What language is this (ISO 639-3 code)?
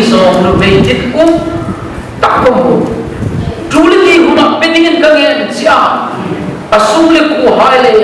hmr